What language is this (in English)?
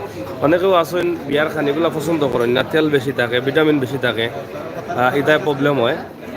Sylheti